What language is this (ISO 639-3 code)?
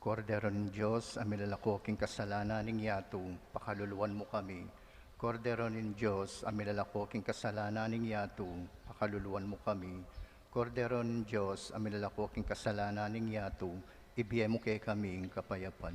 pam